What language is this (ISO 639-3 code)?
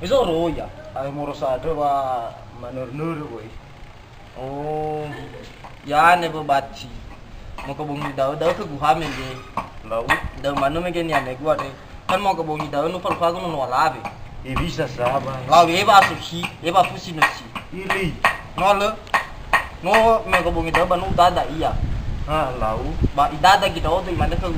nia